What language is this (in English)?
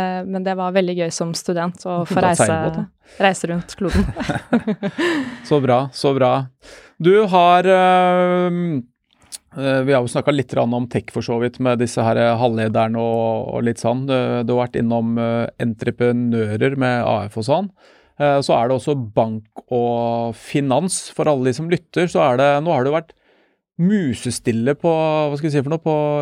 Norwegian